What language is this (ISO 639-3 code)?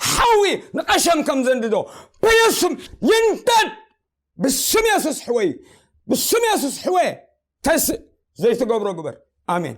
tir